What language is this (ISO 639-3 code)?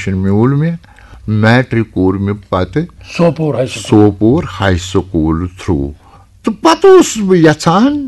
kas